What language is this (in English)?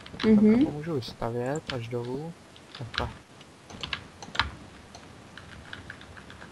Czech